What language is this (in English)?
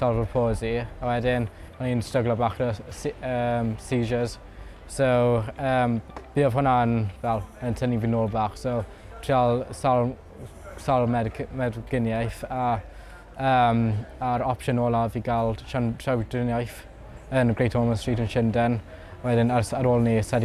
Welsh